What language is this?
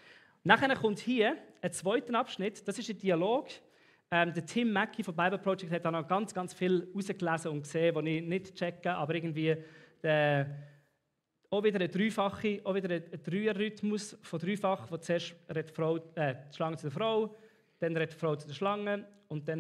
Swiss German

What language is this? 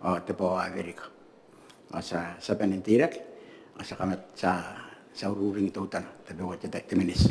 Gilbertese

